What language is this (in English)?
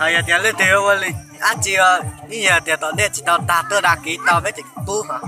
Hmong